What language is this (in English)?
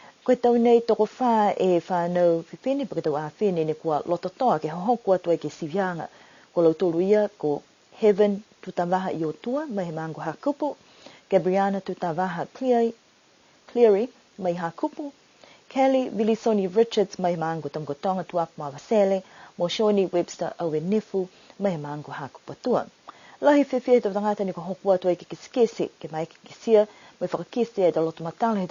Niuean